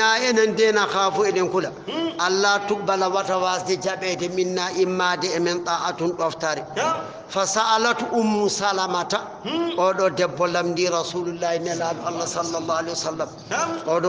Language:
Fula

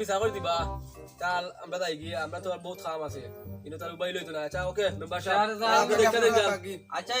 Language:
Sylheti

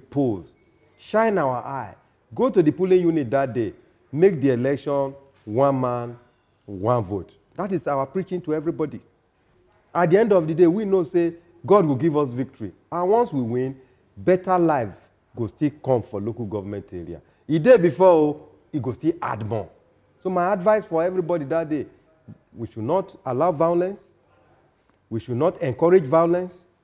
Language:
Nigerian Pidgin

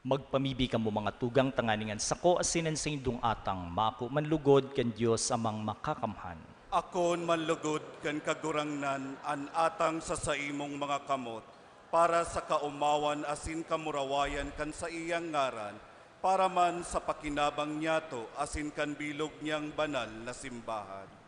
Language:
Bikol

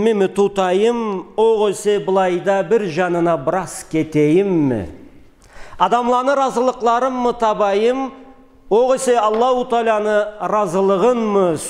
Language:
Karachay-Balkar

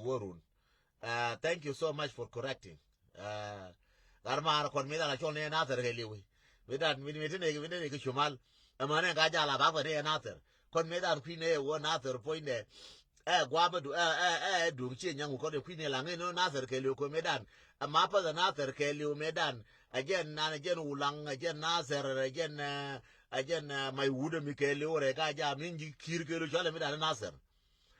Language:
Nuer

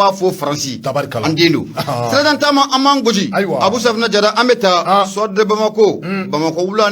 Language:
Bambara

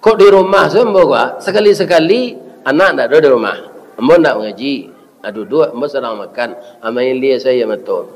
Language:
Minangkabau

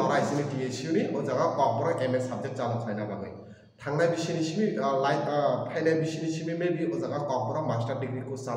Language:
Kok Borok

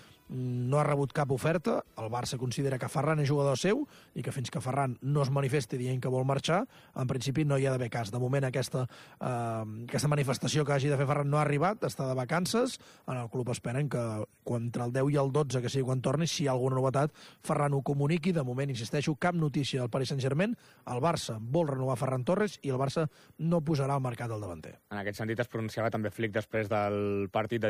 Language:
Catalan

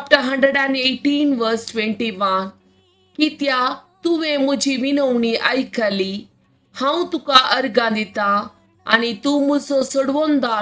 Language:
Konkani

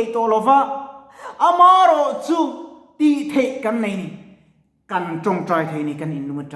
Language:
Mizo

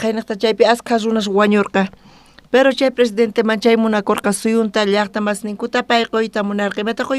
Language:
South Bolivian Quechua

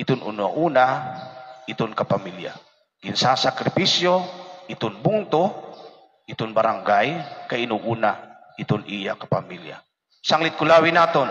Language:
Waray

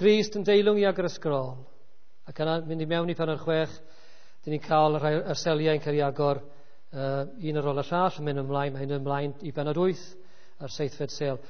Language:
Welsh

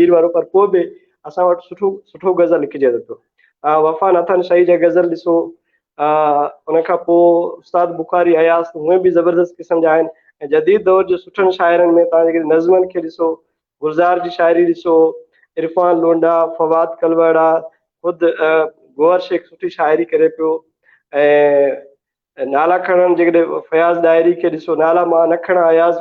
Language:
Sindhi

